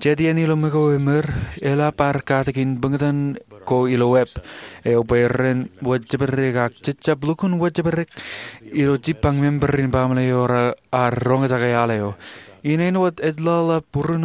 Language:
Marshallese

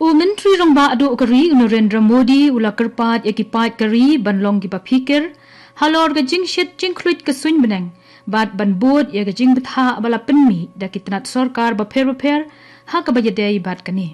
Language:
Khasi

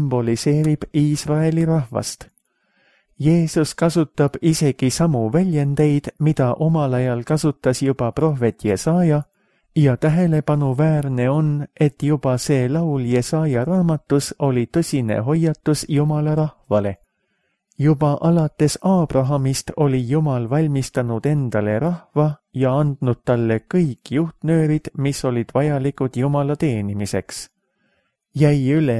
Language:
Estonian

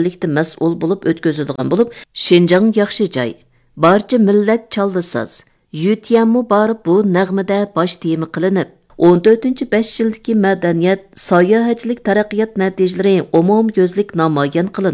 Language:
Uyghur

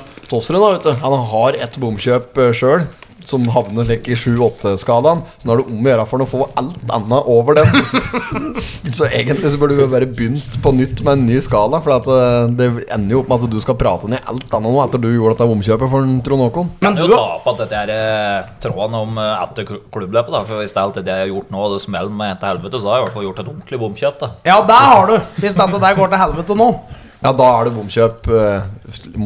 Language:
Norwegian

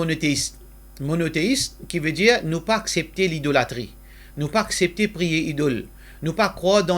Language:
Morisyen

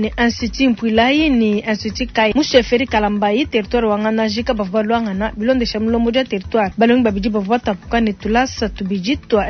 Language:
Luba-Lulua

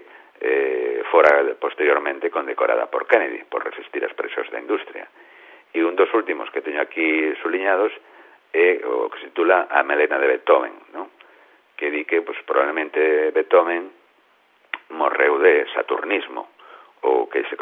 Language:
Galician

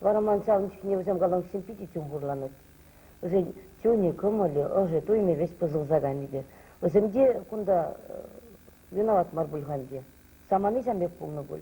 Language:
Chuvash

